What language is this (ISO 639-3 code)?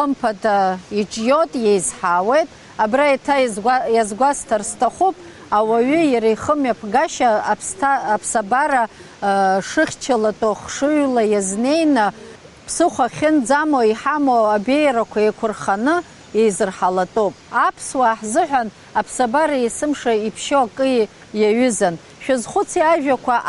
abk